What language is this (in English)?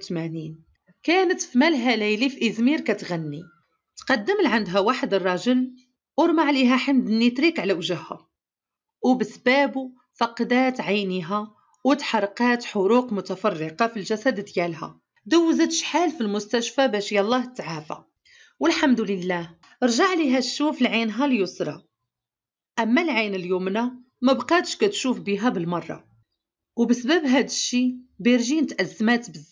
Moroccan Arabic